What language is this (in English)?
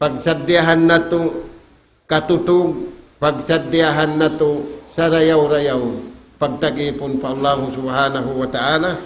Tausug